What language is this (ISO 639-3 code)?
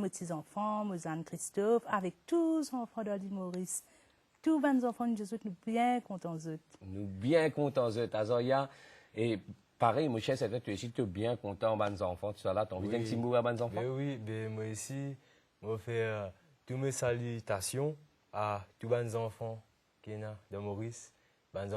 mfe